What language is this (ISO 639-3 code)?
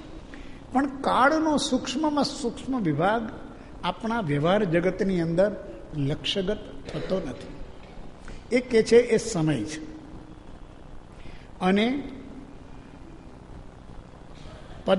guj